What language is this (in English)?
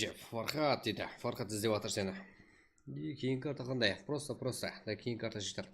Kara-Kalpak